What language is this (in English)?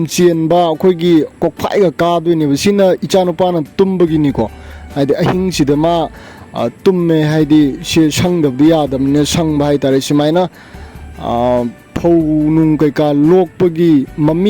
Manipuri